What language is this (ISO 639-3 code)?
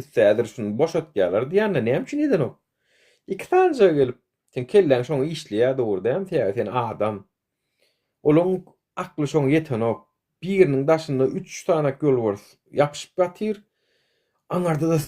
tuk